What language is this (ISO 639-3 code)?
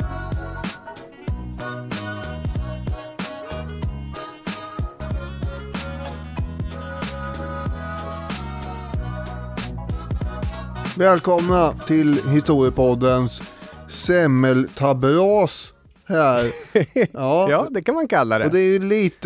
swe